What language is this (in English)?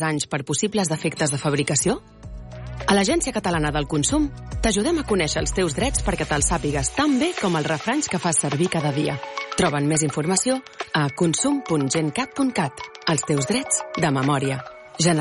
Catalan